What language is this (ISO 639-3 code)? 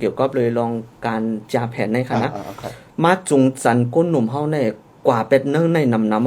shn